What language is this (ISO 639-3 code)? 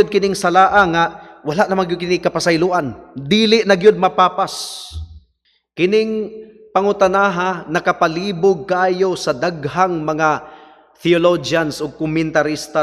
ceb